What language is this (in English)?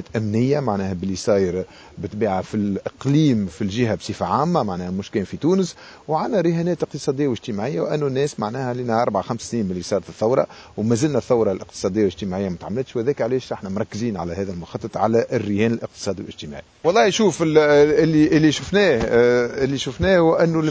Tunisian Arabic